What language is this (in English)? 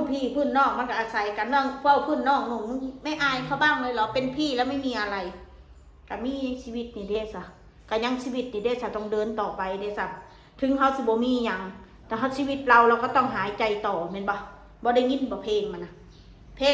Northeastern Thai